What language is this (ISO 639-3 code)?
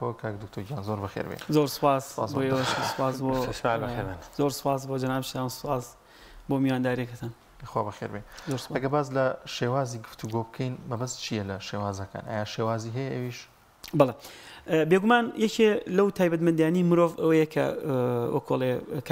ckb